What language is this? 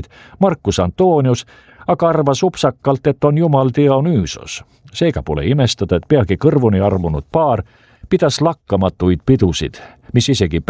Estonian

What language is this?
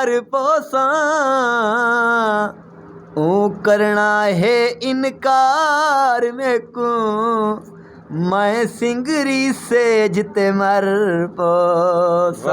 Saraiki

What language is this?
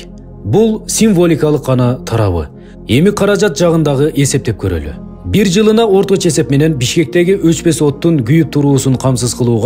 Kyrgyz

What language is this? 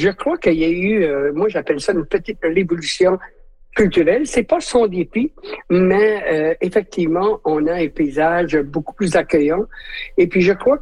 French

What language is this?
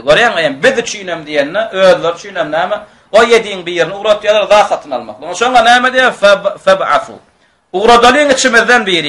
Turkmen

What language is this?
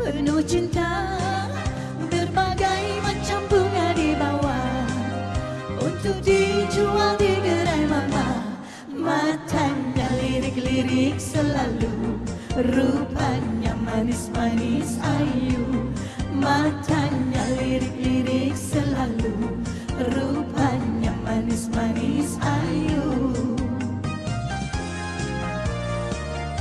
Malay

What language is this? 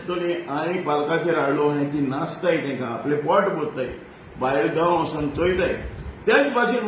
Konkani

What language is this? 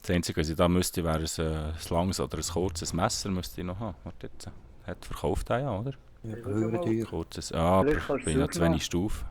Swiss German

